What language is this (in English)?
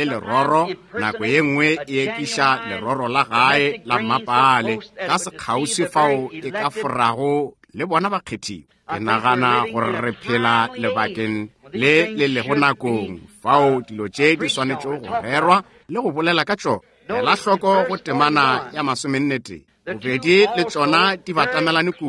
Northern Sotho